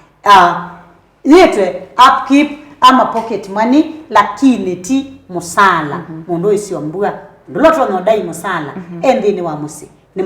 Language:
Kamba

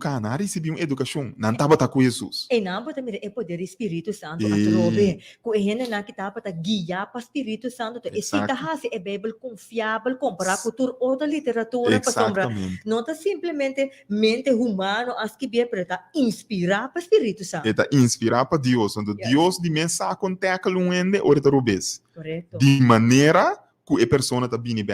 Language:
Papiamento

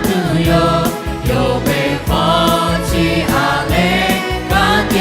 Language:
Lahu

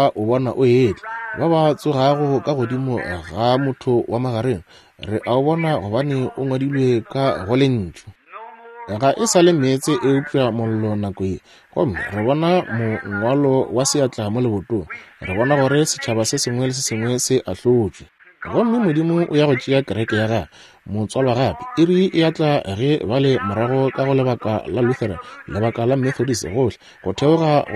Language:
Northern Sotho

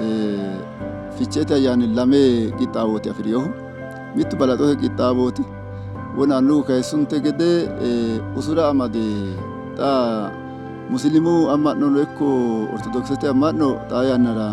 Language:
Sidamo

